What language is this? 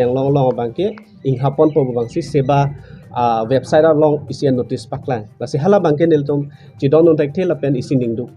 Karbi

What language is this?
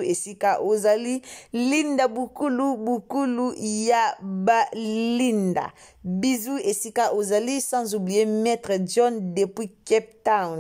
Lingala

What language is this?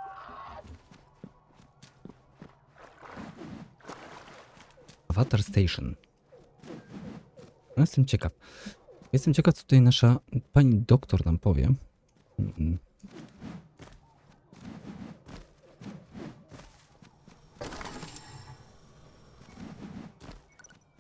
Polish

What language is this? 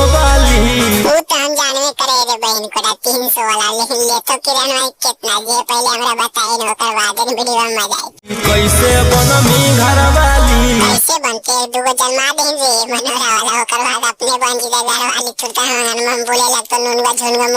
Magahi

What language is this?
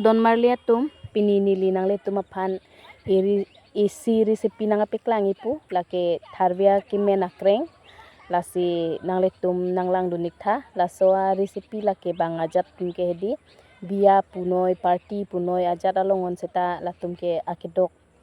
Karbi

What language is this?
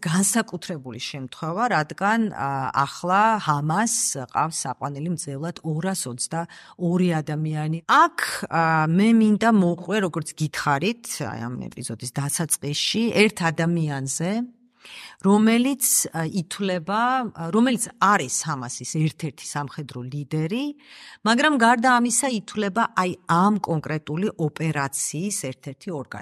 Georgian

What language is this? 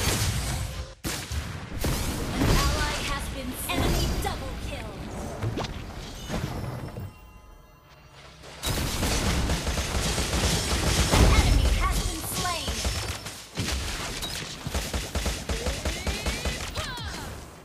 English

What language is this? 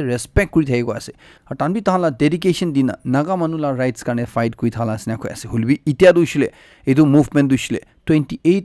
Naga Pidgin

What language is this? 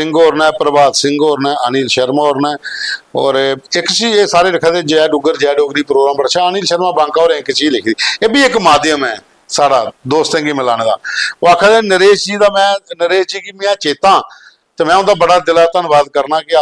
Dogri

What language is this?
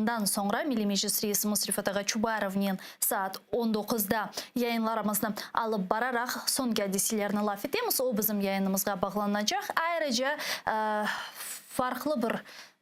Crimean Tatar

